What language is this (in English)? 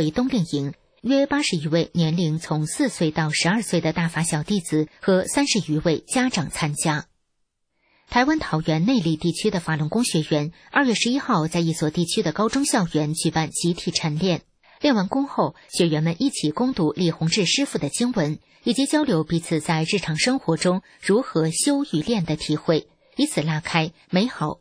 Chinese